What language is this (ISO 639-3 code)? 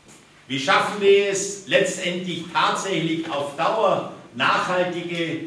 deu